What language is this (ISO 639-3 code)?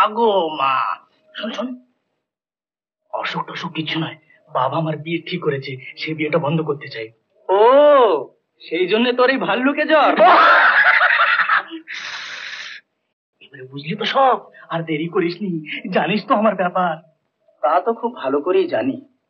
ben